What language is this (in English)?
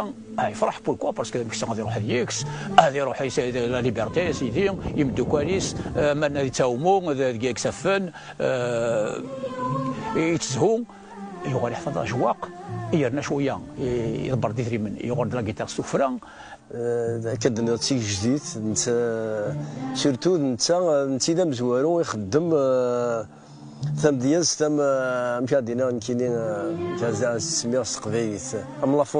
Kabyle